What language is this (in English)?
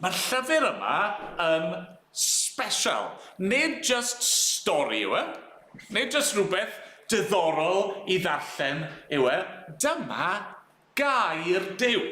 Welsh